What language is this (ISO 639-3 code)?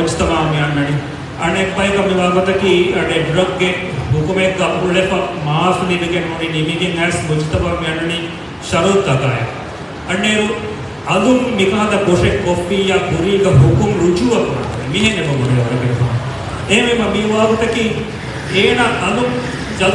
div